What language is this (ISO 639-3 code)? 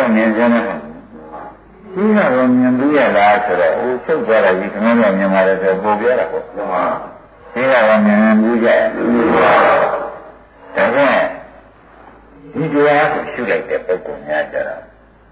mya